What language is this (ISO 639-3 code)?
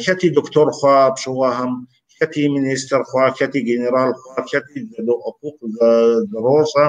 kbd